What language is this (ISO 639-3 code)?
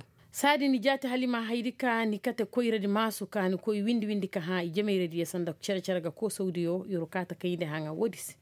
ses